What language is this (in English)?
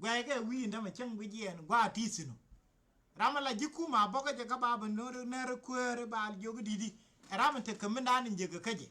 Nuer